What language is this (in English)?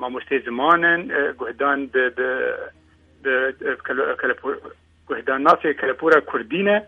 Kurdish